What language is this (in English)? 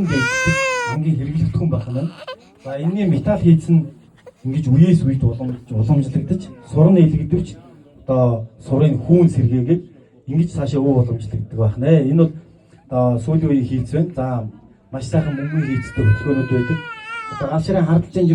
Mongolian